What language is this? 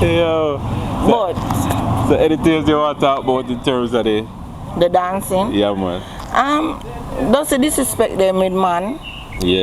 Jamaican Creole English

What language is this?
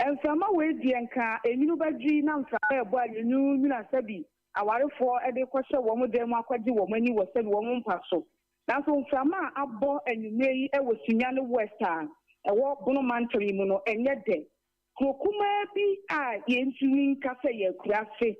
Akan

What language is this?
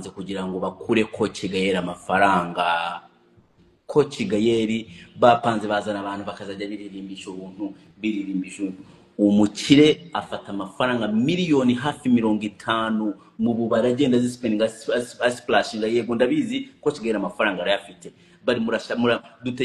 Kinyarwanda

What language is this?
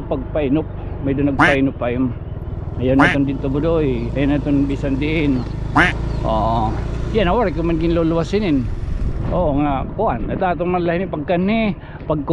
Waray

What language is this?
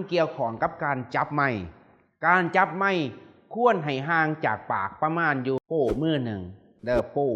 Lao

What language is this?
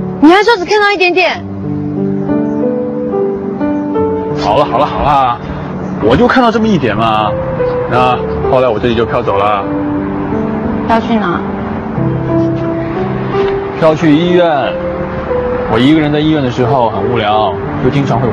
Chinese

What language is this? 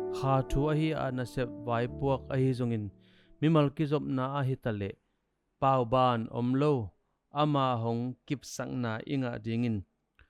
Tedim Chin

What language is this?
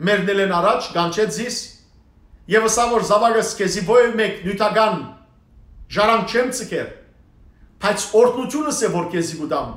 Western Armenian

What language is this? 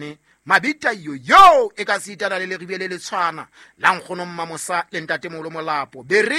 Southern Sotho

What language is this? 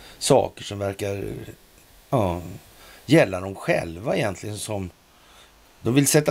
Swedish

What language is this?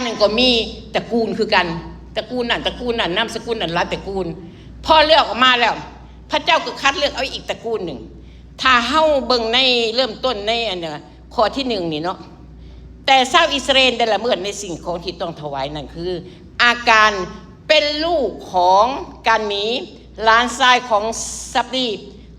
Lao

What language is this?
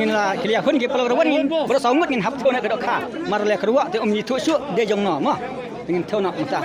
Khasi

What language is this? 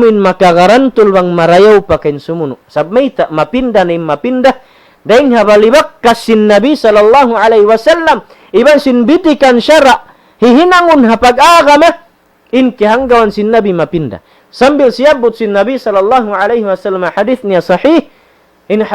Tausug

